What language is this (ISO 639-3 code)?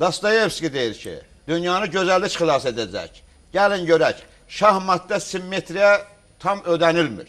aze